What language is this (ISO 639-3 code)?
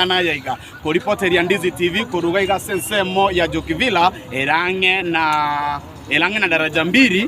guz